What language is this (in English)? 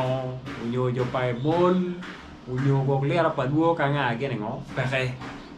Acoli